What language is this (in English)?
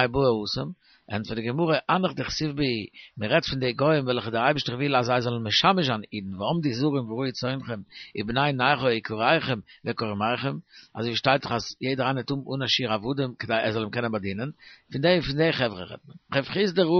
Yiddish